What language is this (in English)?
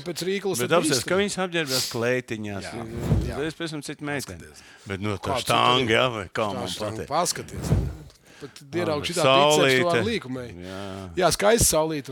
Latvian